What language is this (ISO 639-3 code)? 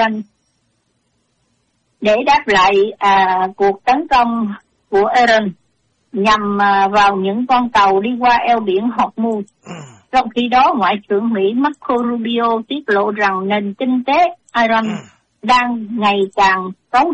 vie